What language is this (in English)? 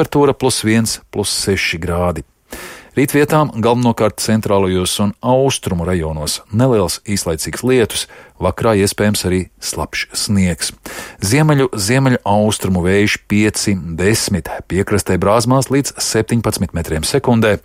Latvian